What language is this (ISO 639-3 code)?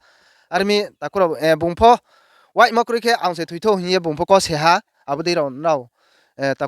ria